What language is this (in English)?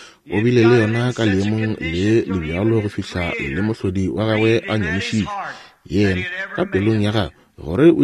Northern Sotho